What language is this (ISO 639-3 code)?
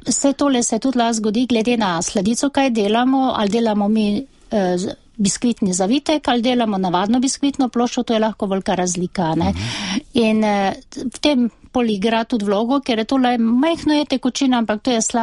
slv